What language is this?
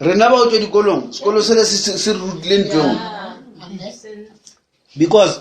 Northern Sotho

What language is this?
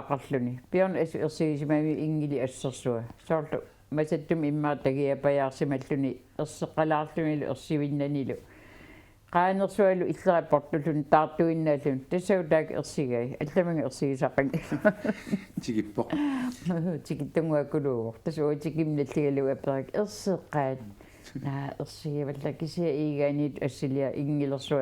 Kalaallisut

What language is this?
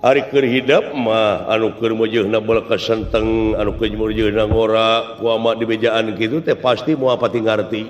Sundanese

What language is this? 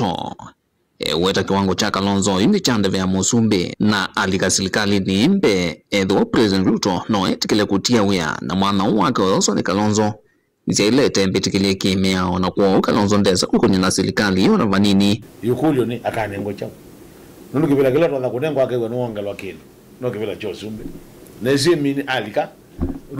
Kamba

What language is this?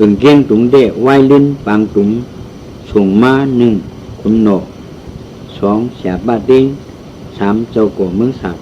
Shan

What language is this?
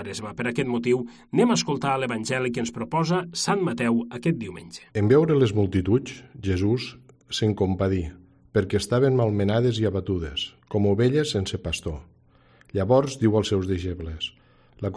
Catalan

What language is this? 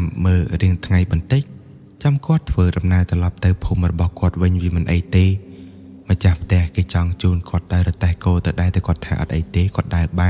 Khmer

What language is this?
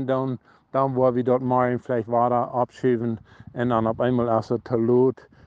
Plautdietsch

